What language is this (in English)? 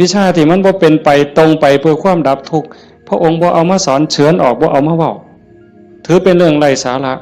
Northeastern Thai